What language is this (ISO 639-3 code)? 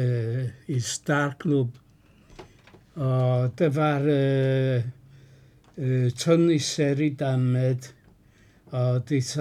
dan